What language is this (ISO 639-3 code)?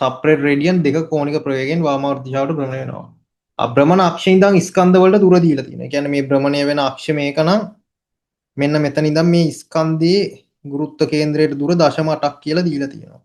sin